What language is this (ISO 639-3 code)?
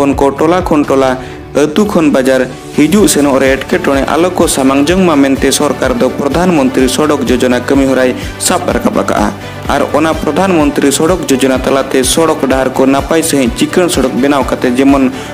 sat